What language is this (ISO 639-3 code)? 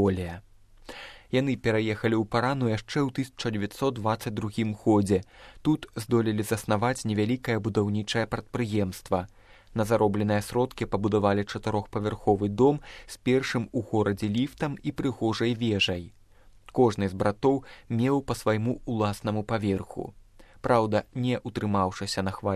bel